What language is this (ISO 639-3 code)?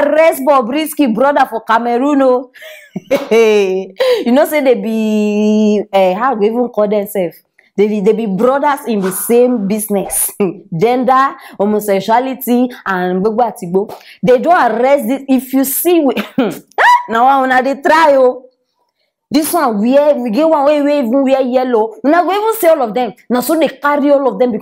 pcm